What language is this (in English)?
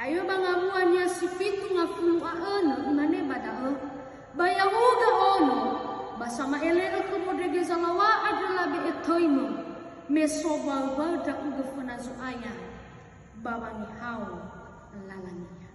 Nias